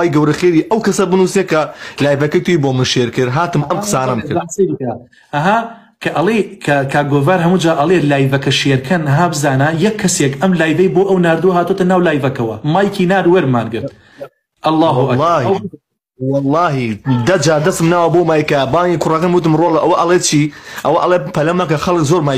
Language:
Central Kurdish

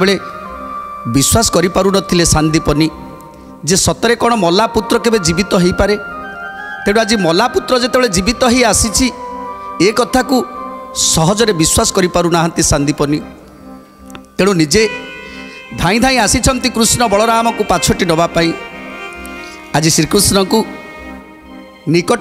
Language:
Odia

